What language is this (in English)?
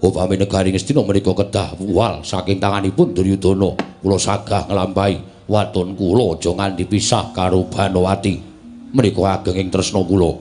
Javanese